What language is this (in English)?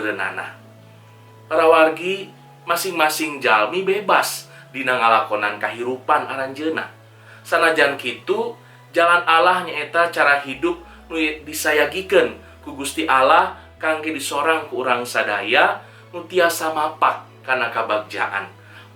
Sundanese